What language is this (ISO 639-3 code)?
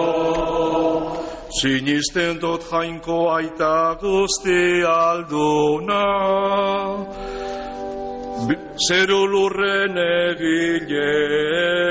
eus